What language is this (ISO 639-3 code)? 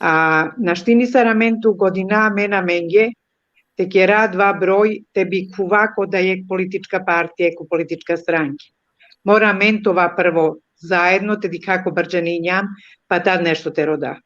rmn